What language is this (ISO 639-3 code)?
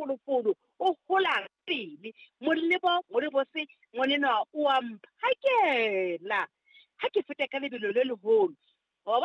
sot